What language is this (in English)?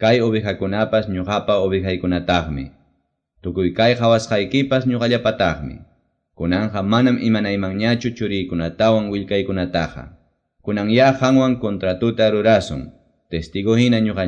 Quechua